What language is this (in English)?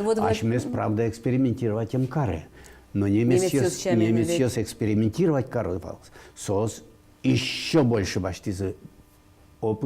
Udmurt